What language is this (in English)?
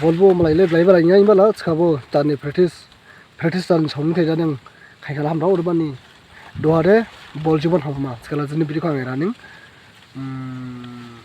Dimasa